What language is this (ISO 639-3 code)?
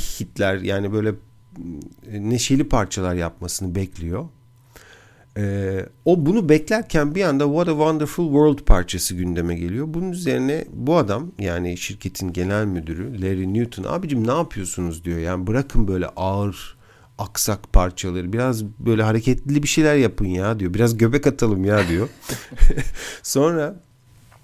tur